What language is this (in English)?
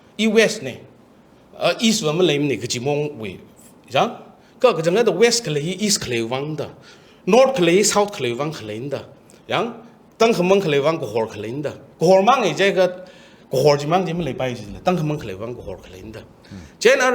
Tangkhul Naga (India)